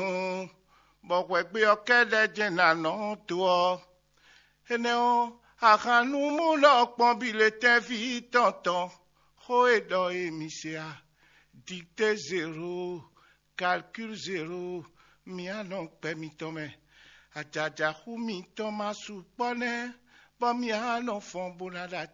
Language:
Fon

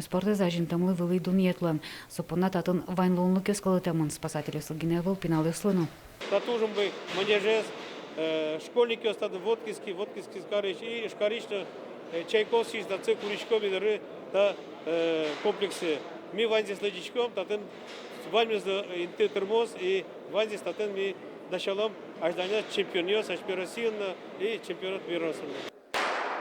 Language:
Udmurt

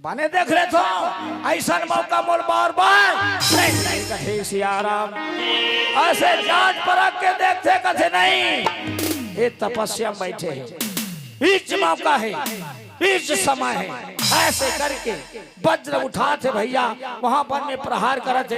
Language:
Chhattisgarhi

